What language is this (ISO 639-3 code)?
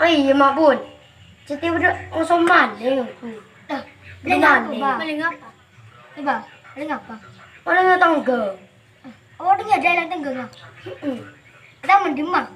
mad